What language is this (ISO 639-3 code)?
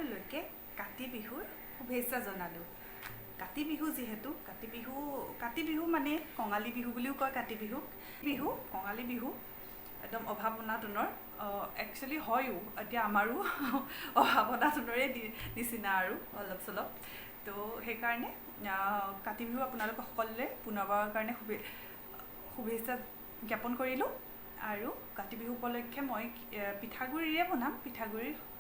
asm